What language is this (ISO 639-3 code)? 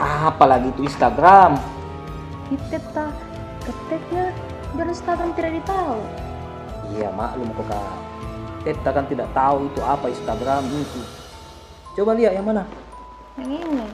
mfp